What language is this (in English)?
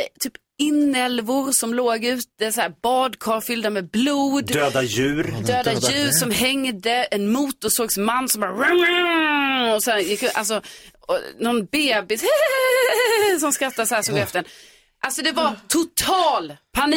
Swedish